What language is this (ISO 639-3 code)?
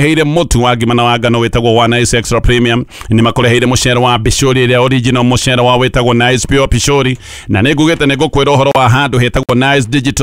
kik